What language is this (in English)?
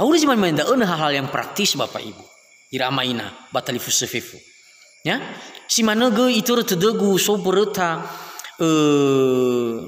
Nias